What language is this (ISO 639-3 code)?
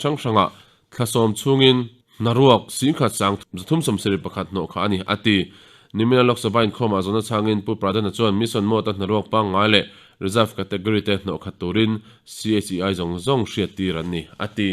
lus